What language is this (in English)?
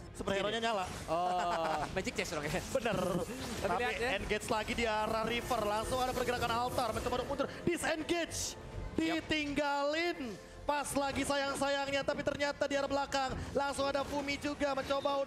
Indonesian